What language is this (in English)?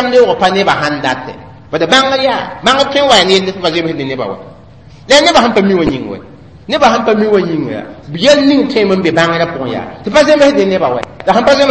Mossi